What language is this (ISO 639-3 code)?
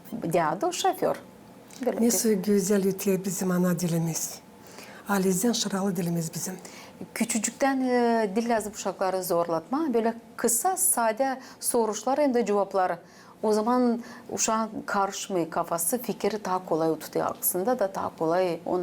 gag